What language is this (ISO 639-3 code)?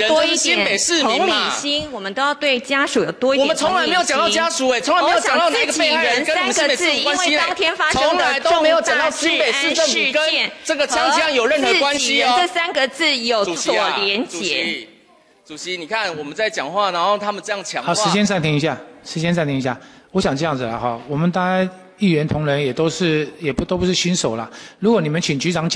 zho